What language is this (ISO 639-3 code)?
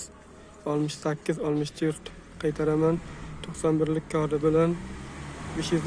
uzb